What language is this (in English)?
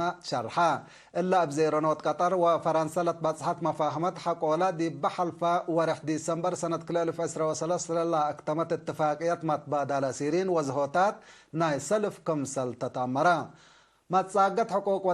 Tigre